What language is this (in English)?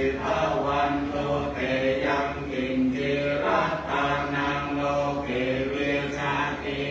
Pali